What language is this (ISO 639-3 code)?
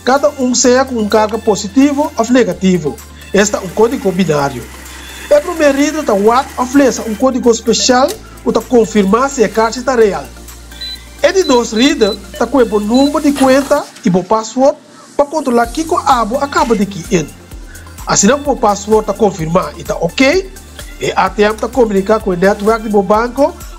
pap